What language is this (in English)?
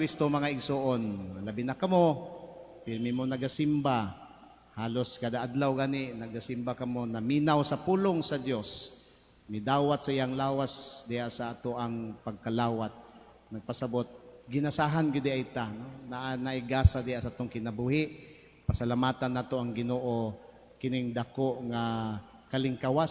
Cebuano